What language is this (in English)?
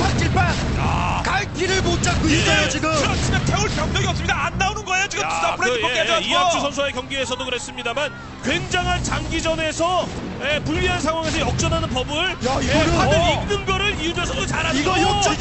Korean